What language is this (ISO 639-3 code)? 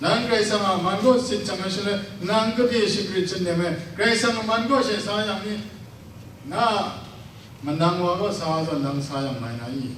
kac